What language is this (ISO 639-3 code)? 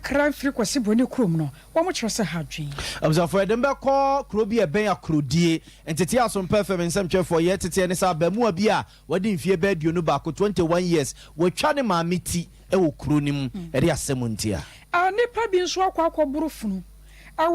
aka